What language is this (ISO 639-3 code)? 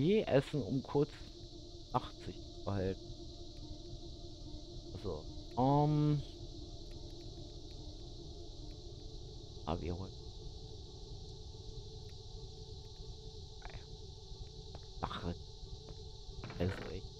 deu